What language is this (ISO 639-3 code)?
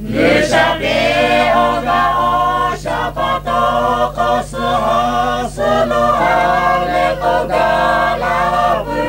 lhu